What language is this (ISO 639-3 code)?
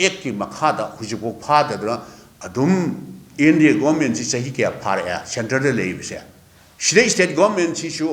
mni